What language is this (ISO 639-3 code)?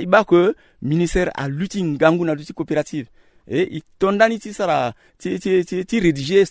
sag